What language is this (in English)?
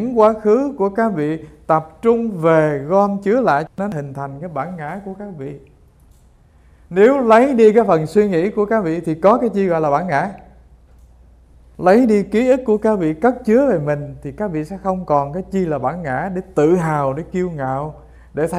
Vietnamese